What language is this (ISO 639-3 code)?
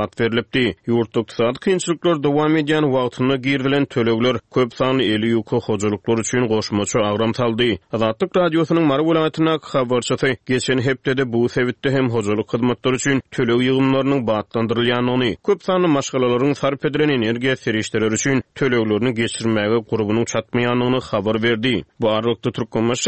tuk